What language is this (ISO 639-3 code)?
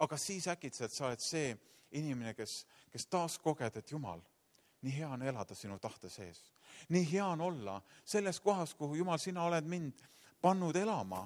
est